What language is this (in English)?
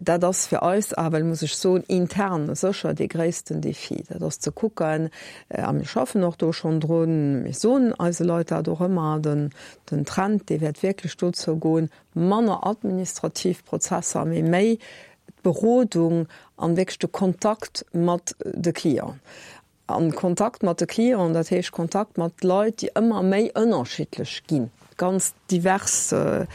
Luxembourgish